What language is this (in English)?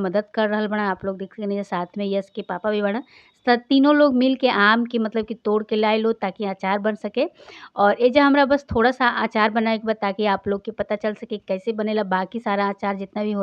Bhojpuri